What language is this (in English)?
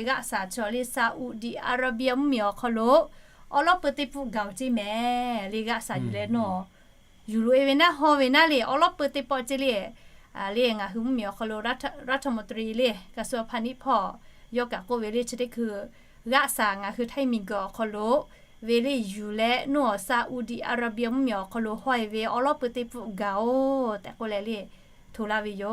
Lahu